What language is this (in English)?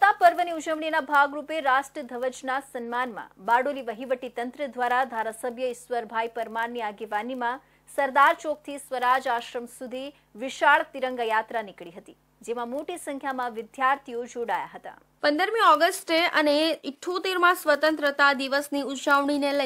Gujarati